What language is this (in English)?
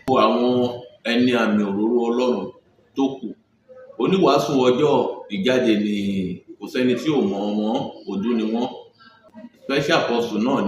Yoruba